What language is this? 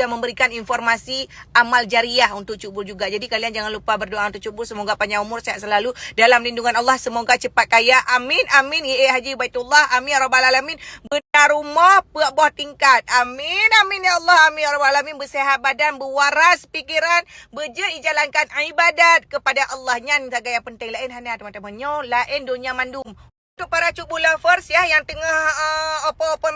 Achinese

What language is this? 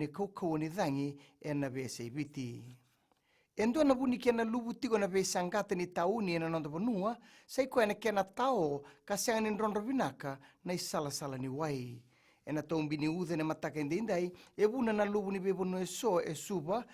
Fijian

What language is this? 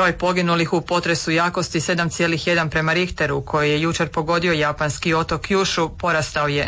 Croatian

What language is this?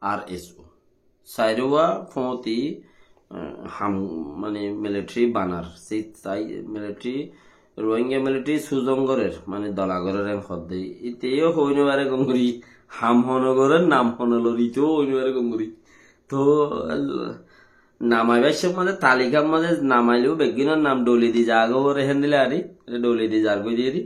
Rohingya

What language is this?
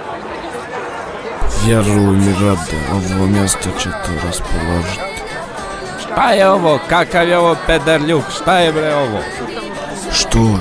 Bosnian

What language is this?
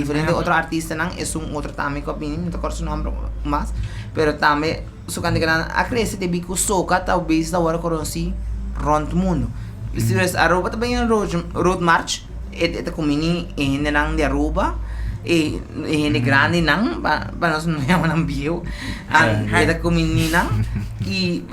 Papiamento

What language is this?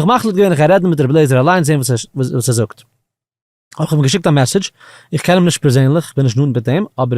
Yiddish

